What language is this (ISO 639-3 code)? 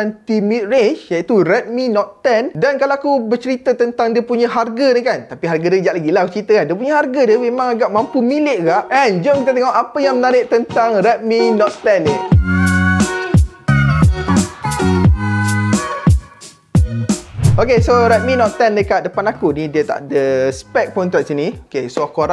msa